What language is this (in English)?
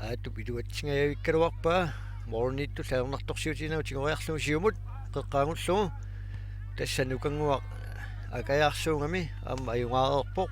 Kalaallisut